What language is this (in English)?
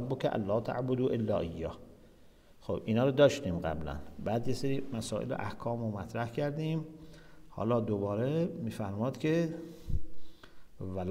Persian